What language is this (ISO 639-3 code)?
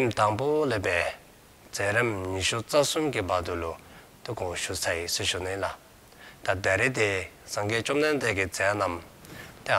dzo